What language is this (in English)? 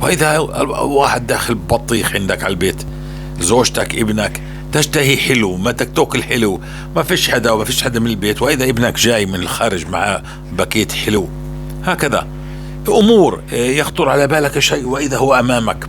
North Levantine Arabic